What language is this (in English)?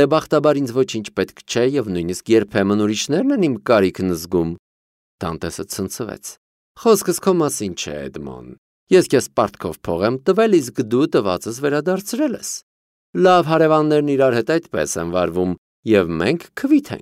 Armenian